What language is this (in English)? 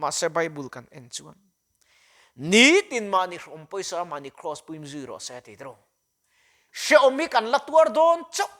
Mizo